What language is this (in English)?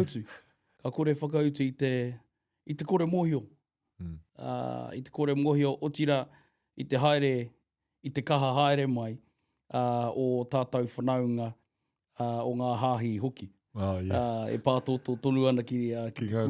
Māori